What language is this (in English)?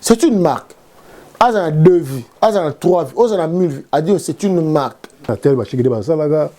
Lingala